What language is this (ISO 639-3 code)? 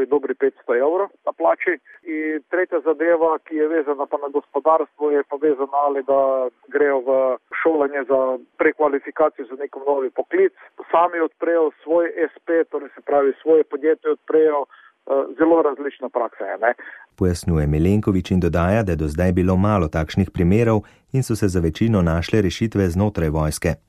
slv